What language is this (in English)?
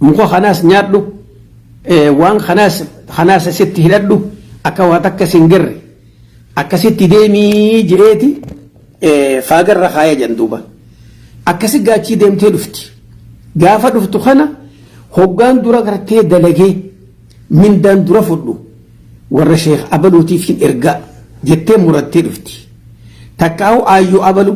Oromo